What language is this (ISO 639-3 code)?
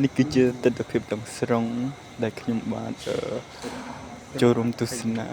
khm